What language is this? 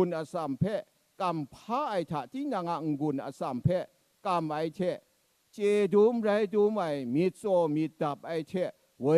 Kachin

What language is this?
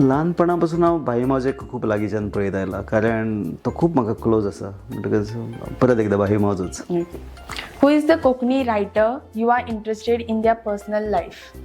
Konkani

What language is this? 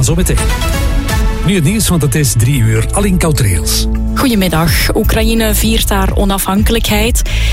Dutch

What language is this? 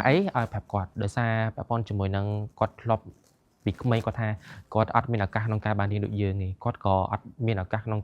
Khmer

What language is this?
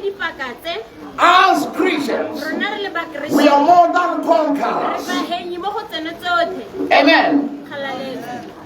Tswana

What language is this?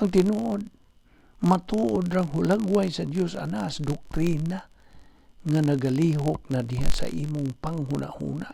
Cebuano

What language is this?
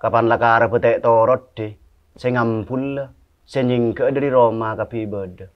Madurese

